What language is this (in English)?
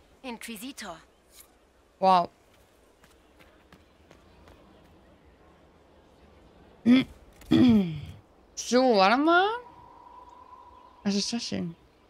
German